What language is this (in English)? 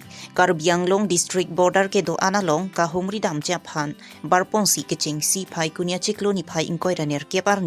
Karbi